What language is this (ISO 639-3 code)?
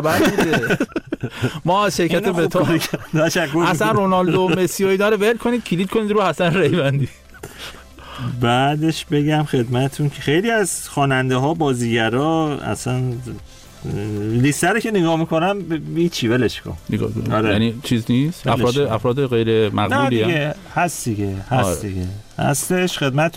fas